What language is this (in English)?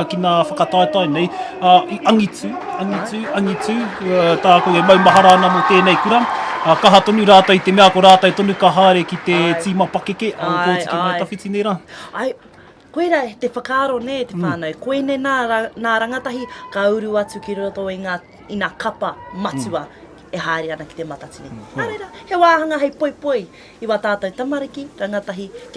Māori